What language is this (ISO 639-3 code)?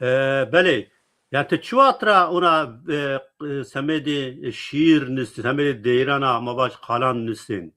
zza